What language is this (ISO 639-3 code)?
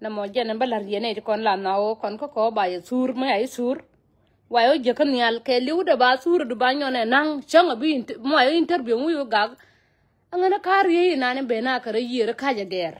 nus